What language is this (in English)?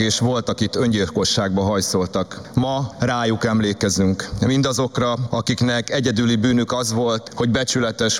Hungarian